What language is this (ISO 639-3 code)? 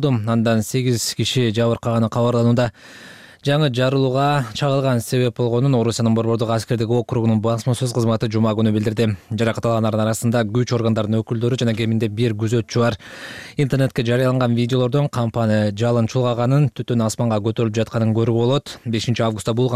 kir